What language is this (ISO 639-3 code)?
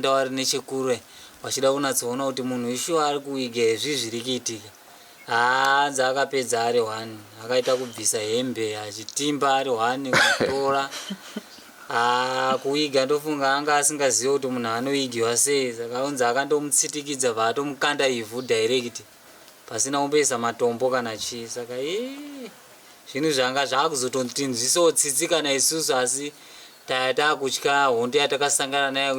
sna